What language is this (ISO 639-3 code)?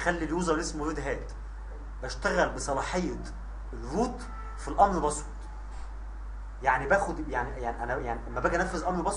arz